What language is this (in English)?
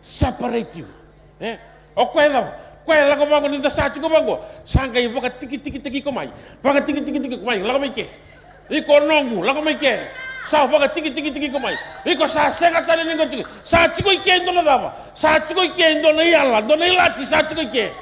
Fijian